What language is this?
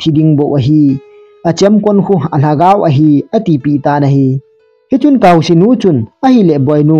Thado Chin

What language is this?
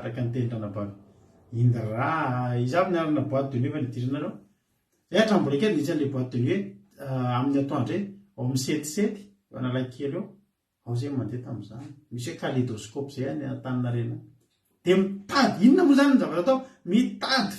Malagasy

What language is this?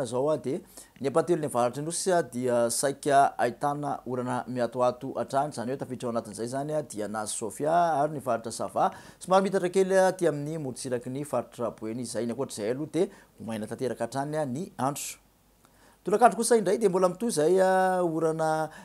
Malagasy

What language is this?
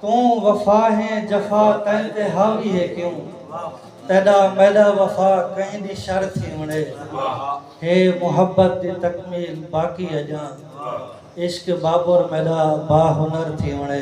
Saraiki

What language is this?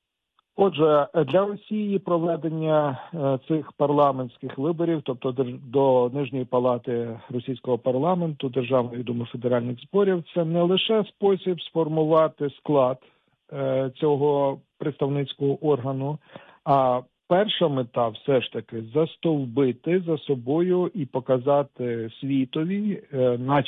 Ukrainian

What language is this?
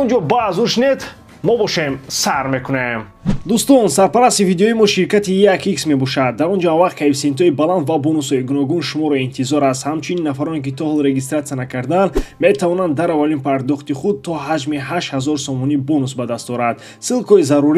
Tajik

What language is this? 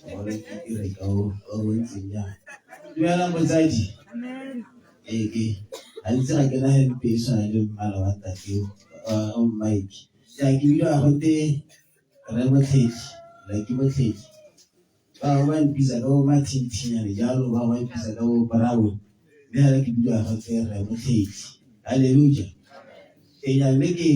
Tswana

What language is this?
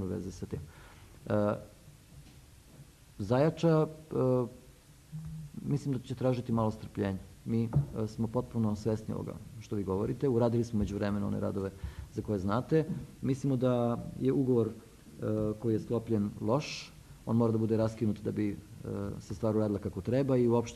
Serbian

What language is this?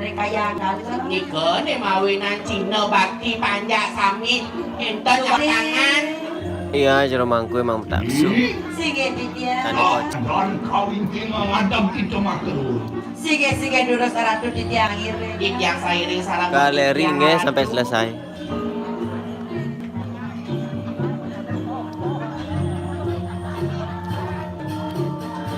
Balinese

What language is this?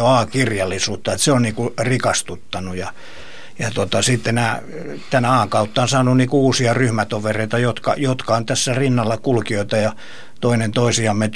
Finnish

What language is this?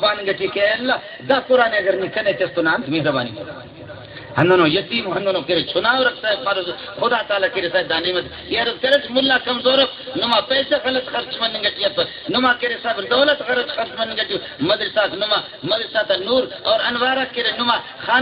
Brahui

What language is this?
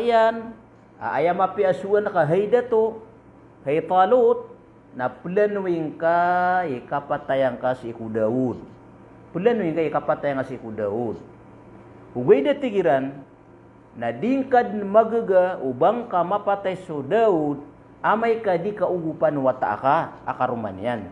Maranao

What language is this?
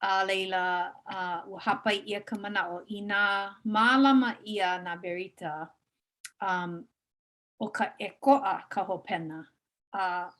Hawaiian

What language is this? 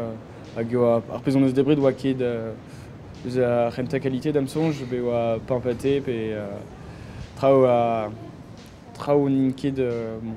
Breton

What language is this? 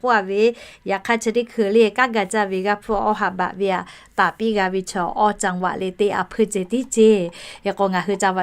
Lahu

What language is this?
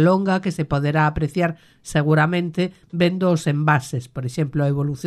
Galician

